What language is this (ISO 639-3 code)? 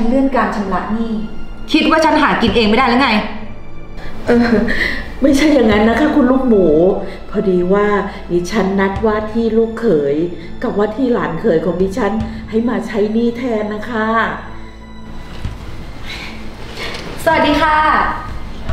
tha